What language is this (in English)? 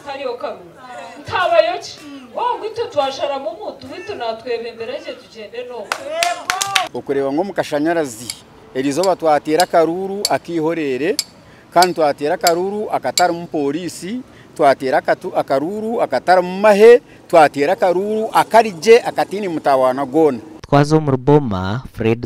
Nyankole